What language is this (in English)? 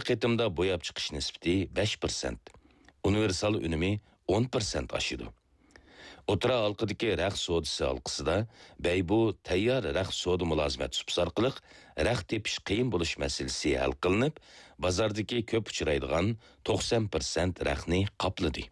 Uyghur